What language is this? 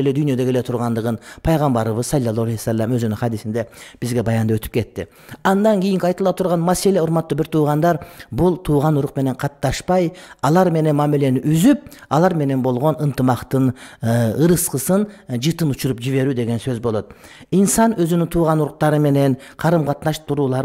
Kyrgyz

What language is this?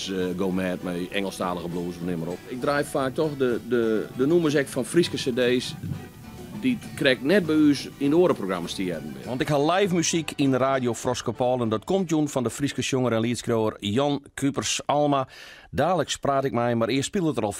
Western Frisian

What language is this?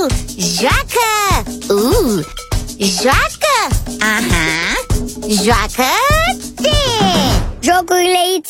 Romanian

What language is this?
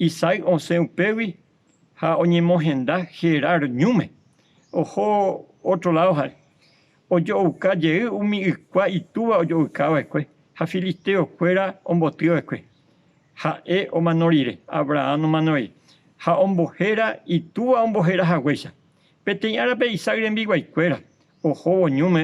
Guarani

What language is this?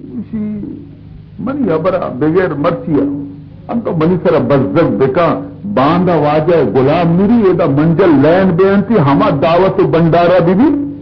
Baluchi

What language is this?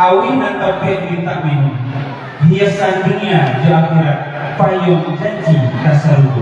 Minangkabau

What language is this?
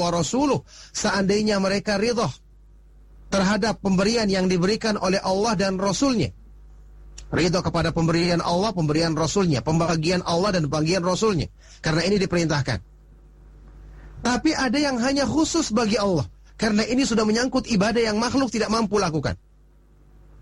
Indonesian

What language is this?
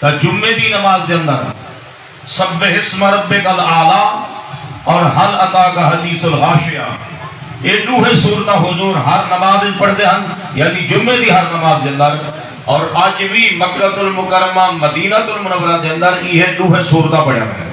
Saraiki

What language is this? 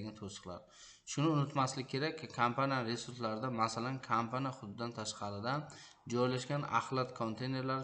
Uzbek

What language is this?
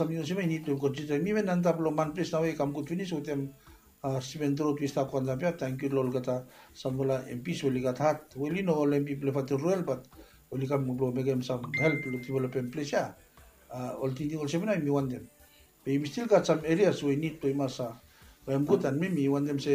Bislama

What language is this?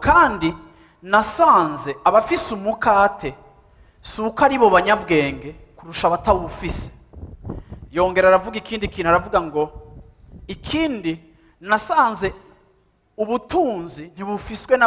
Rundi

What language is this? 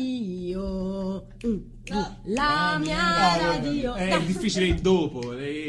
Italian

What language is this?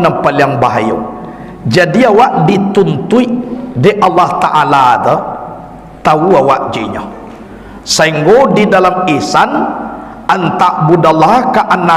Minangkabau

